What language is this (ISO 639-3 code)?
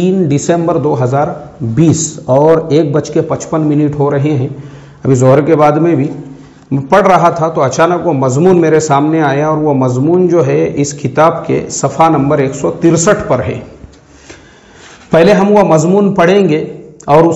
urd